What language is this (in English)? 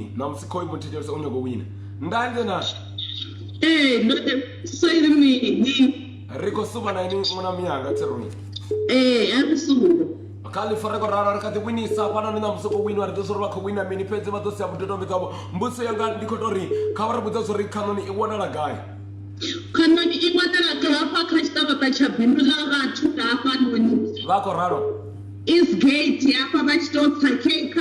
Venda